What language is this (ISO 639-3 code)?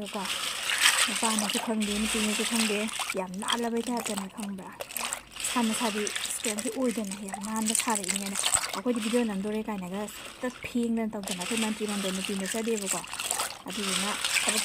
mni